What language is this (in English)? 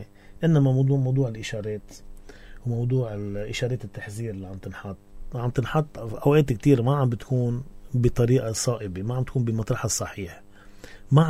North Levantine Arabic